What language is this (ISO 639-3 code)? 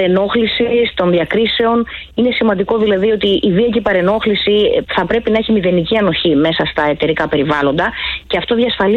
ell